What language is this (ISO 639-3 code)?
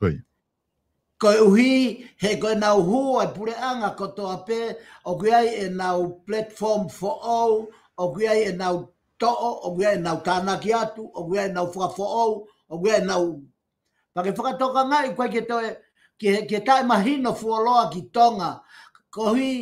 ton